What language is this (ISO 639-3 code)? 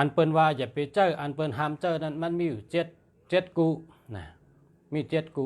shn